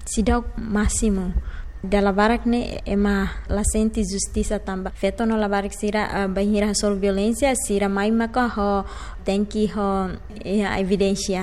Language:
Tetum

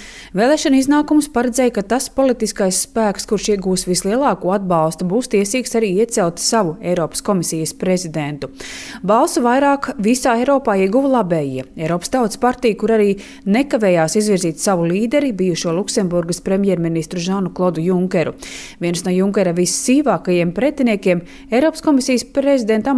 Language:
Latvian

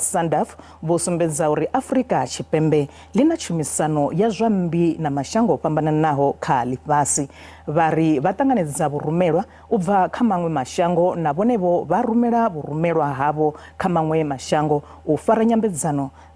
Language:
Venda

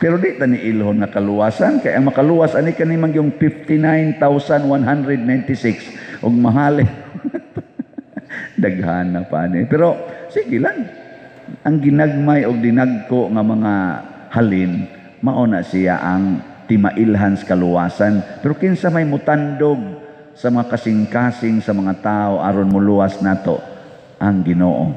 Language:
Cebuano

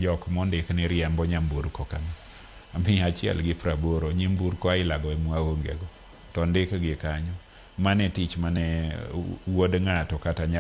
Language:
Luo (Kenya and Tanzania)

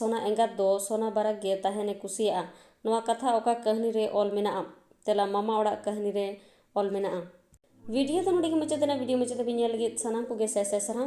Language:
Santali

